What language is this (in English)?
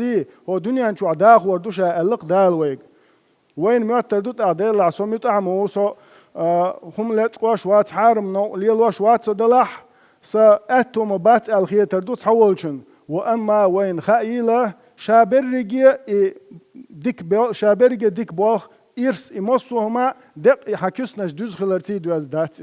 Chechen